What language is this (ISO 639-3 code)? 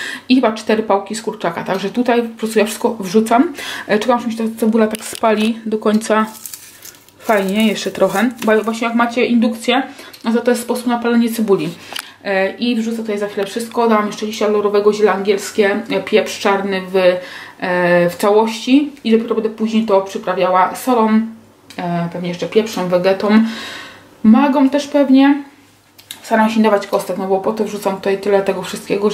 pol